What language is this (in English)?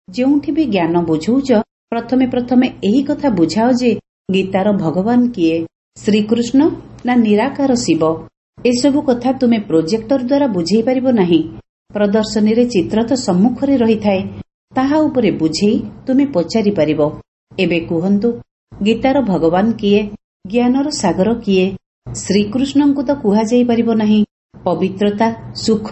Odia